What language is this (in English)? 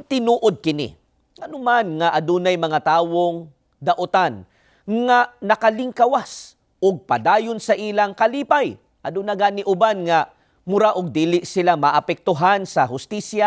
Cebuano